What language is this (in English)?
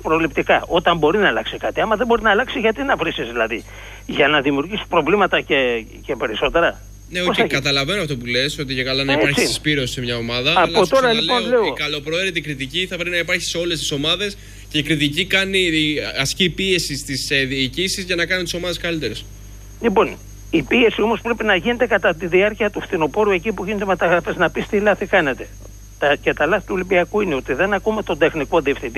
Greek